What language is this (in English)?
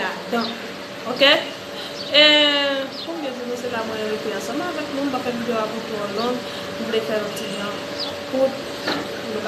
Haitian Creole